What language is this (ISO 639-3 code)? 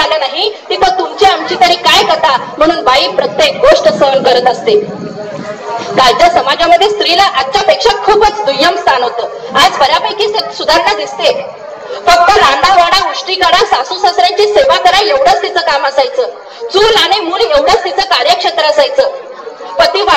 mar